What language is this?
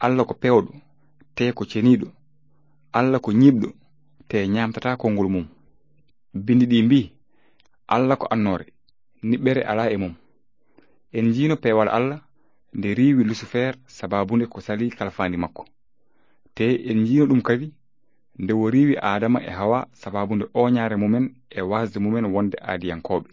Fula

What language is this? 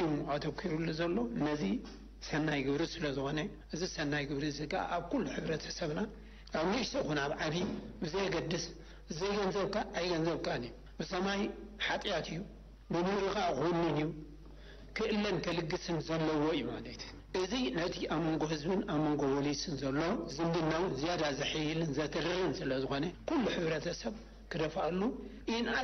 Tigrinya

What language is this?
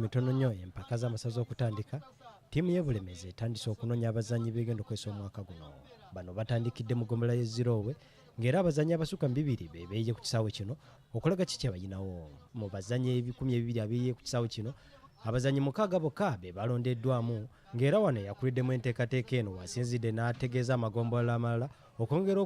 Ganda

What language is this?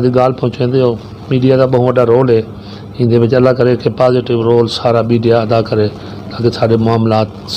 Saraiki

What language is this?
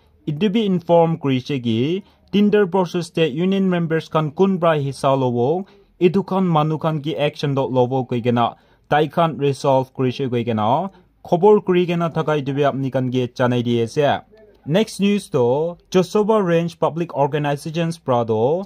Naga Pidgin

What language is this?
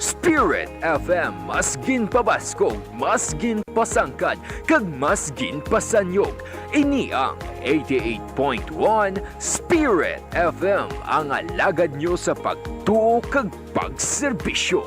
Hiligaynon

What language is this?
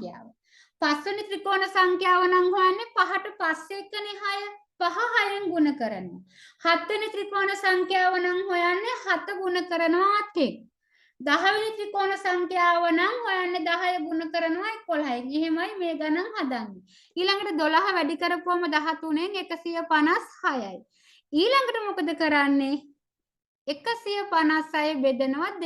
Sinhala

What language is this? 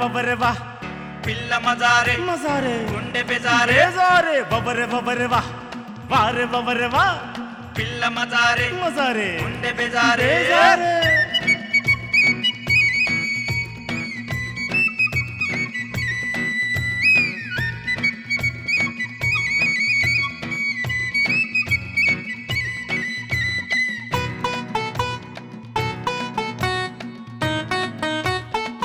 Telugu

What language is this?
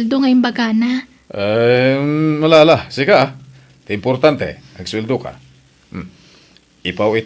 Iloko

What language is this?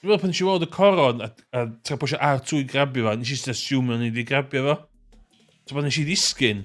Welsh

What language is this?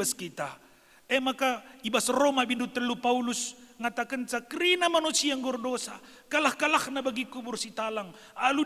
Batak Karo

